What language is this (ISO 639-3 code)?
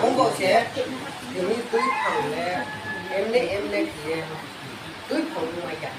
ria